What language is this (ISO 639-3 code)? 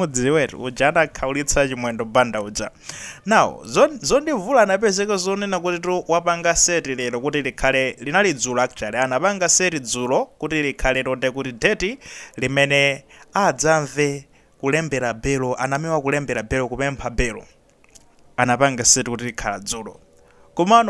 nya